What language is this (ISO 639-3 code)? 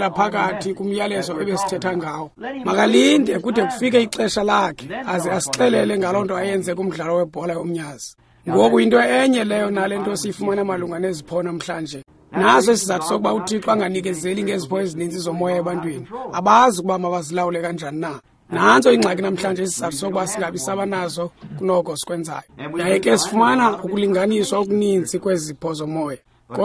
xho